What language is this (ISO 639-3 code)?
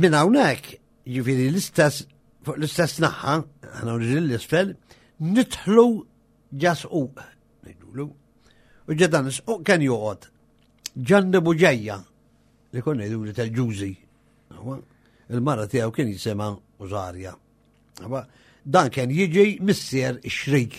mlt